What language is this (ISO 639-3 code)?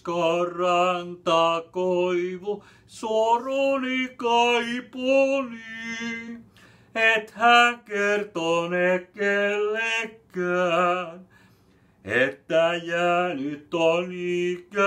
fin